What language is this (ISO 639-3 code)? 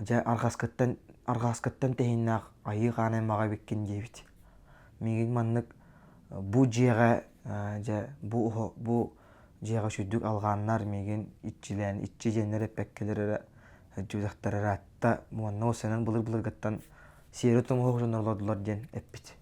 sah